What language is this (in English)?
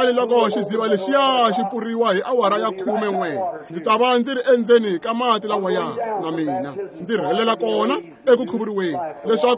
Tsonga